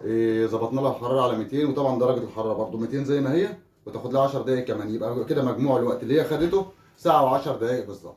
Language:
Egyptian Arabic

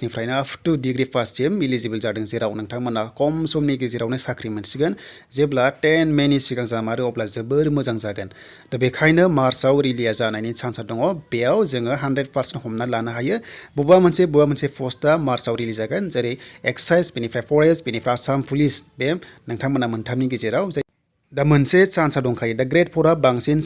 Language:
Bodo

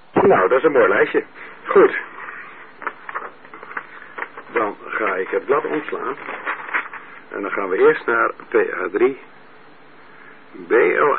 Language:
Dutch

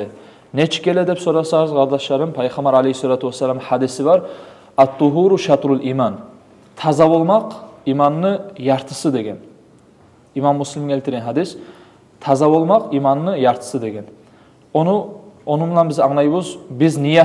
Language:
Kumyk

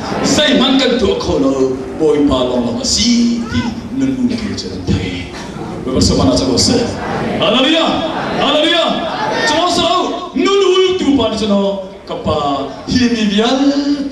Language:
Hakha Chin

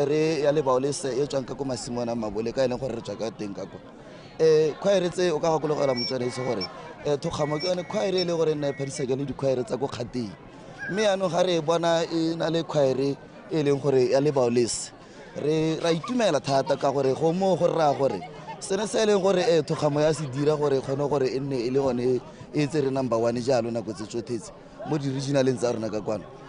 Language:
Tswana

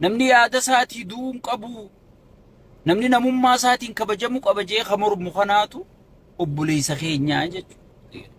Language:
Oromo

